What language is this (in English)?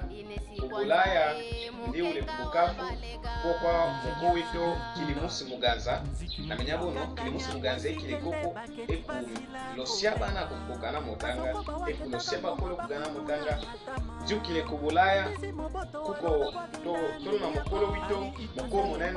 Lega-Shabunda